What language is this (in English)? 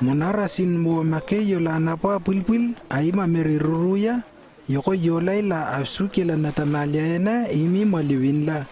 Lewo